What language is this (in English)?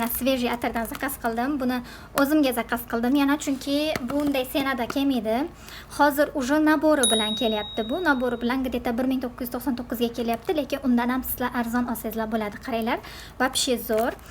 Uzbek